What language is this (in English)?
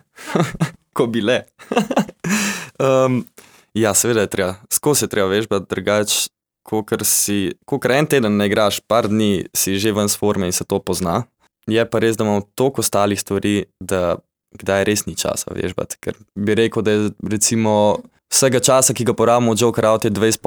Slovenian